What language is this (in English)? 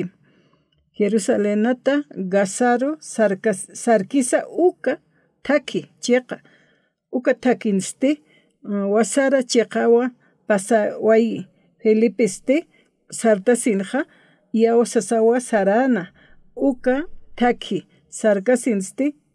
Aymara